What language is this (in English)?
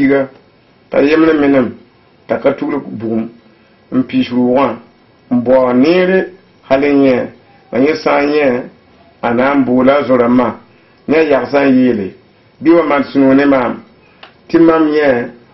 Mossi